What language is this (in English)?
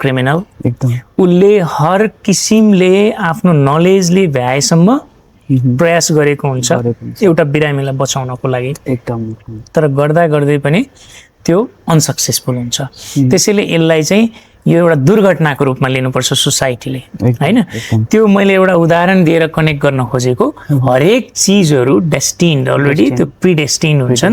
Nepali